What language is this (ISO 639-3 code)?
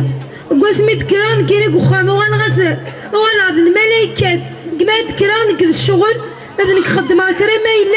kab